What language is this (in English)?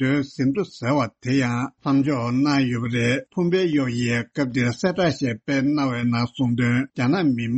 Tibetan